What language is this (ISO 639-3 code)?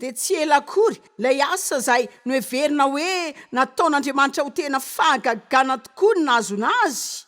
mlg